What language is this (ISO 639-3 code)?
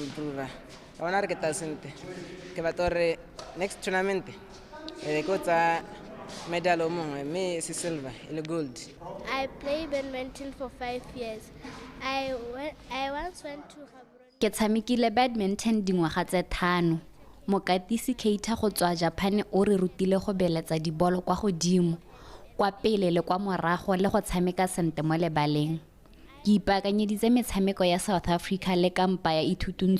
tsn